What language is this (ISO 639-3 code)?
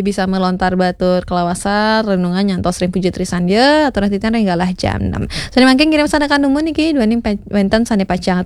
ban